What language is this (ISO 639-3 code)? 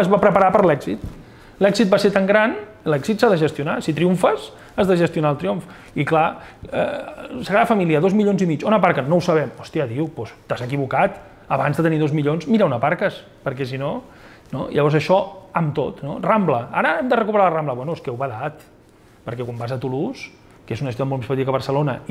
cat